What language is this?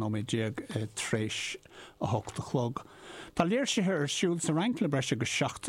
Irish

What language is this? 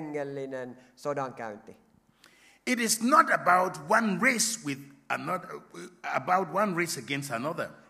Finnish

